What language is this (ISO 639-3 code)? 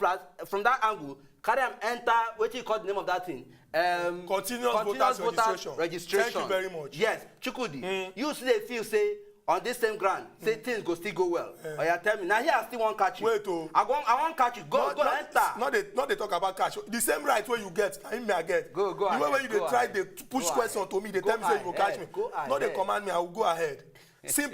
pcm